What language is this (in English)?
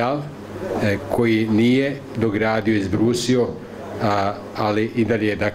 Bosnian